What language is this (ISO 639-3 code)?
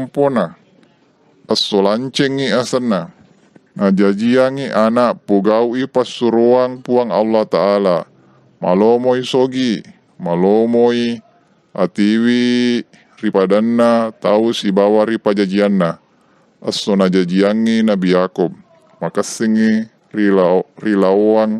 bug